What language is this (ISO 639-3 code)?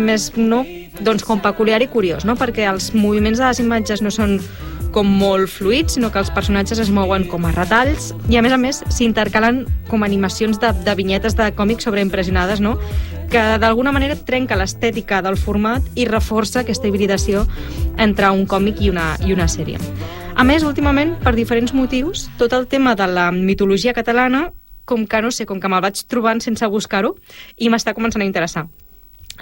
cat